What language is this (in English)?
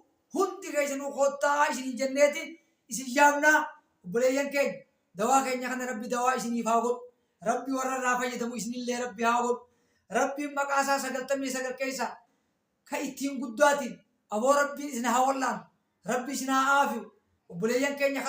Oromo